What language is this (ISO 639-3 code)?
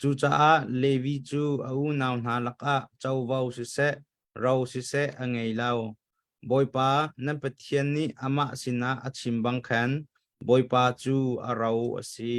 cnh